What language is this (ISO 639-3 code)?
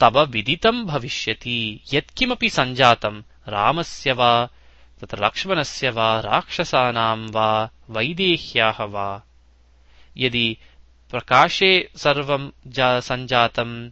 san